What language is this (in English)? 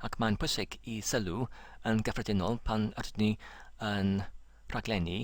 Welsh